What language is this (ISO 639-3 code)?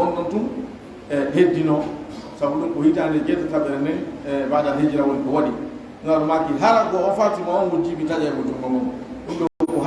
fuf